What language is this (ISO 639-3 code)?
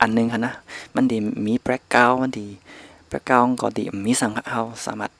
shn